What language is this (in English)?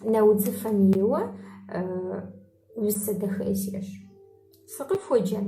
Kabardian